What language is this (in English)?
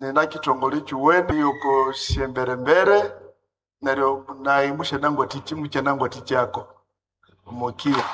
Nande